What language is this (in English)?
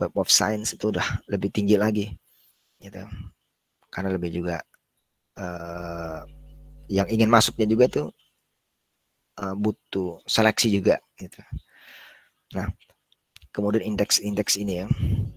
Indonesian